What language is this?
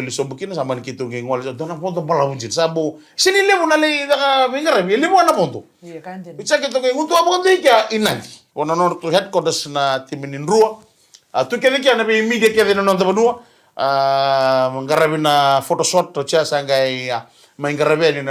Fijian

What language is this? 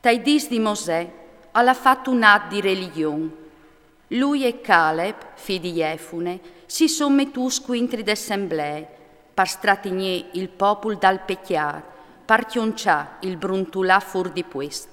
Friulian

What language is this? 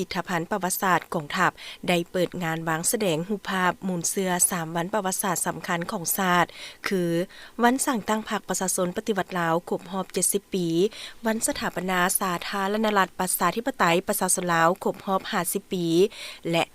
Lao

